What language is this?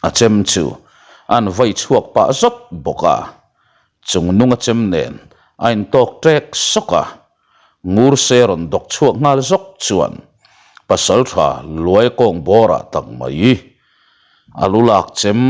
Mizo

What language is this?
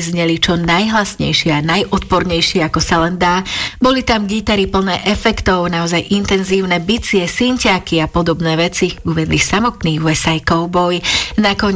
Slovak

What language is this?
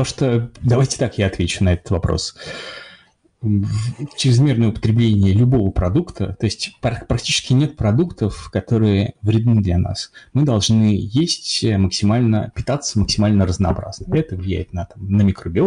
Russian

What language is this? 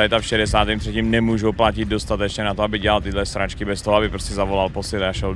Czech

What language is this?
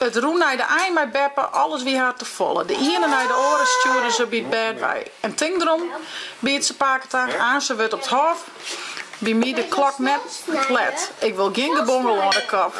Western Frisian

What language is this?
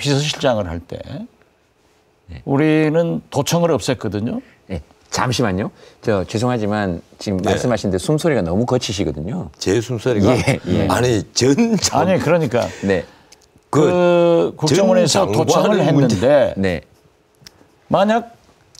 Korean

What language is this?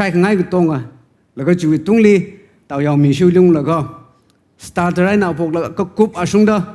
Tangkhul Naga (India)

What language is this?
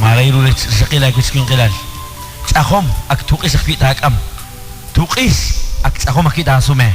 Kekchí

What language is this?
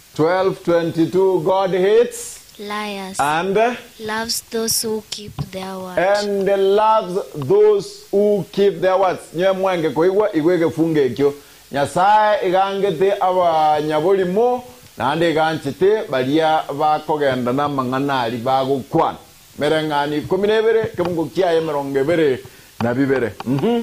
Gusii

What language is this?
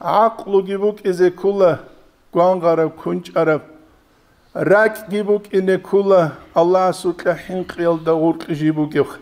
Avaric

